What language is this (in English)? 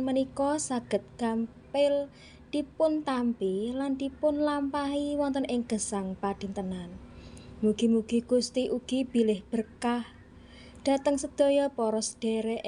Javanese